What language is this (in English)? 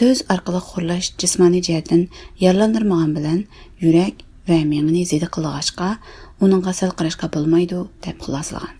Uyghur